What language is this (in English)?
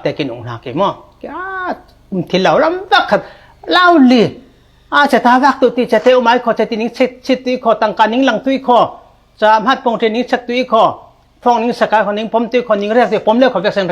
Falam Chin